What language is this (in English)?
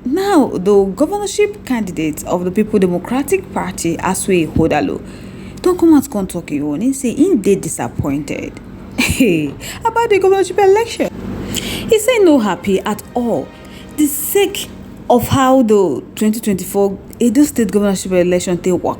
Nigerian Pidgin